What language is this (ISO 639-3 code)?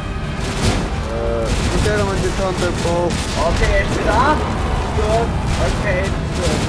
fao